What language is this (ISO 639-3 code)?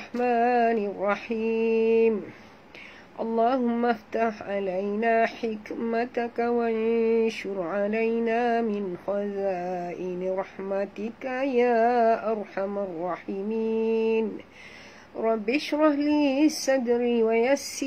msa